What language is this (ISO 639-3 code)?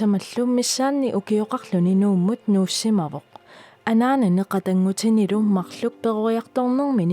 kal